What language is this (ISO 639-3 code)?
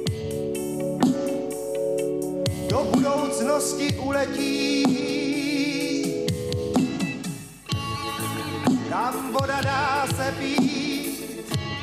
ces